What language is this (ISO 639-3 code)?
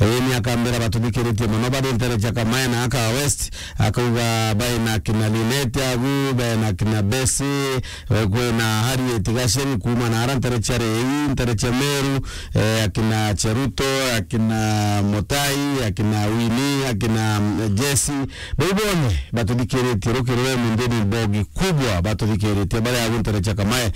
mer